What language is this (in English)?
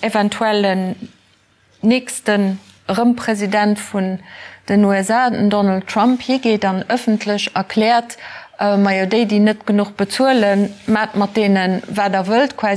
Luxembourgish